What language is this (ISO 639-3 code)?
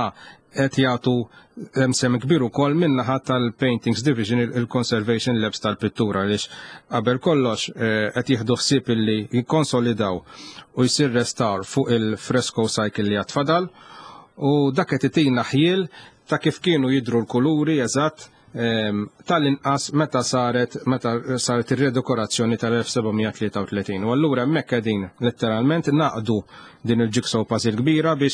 mlt